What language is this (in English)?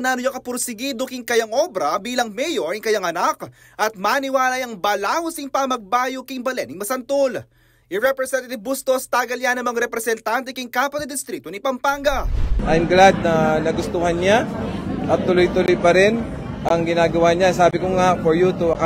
Pampanga